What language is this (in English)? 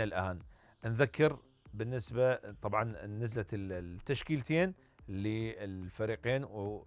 Mesopotamian Arabic